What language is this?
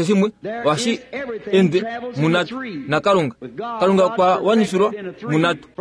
Kuanyama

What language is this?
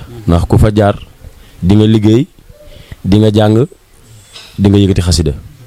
Wolof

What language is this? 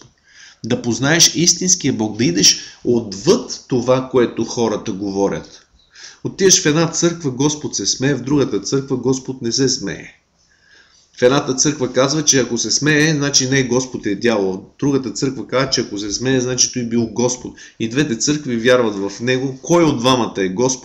Bulgarian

